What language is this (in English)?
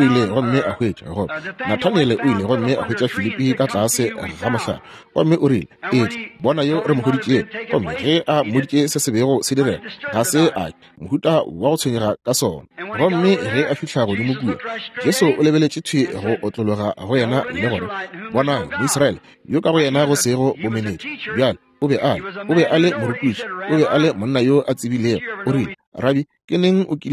Northern Sotho